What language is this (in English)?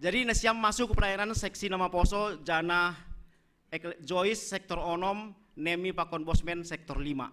Batak Simalungun